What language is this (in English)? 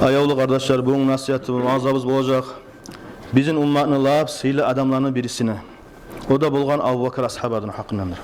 Kumyk